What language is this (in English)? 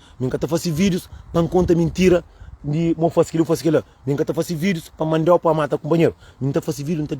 Kabuverdianu